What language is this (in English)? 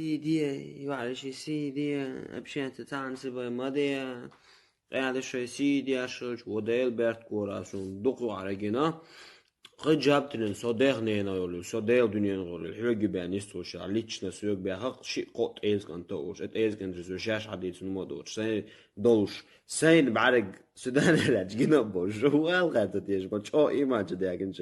Chechen